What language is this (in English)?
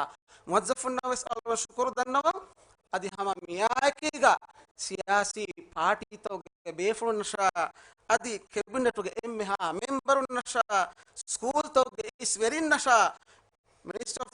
Divehi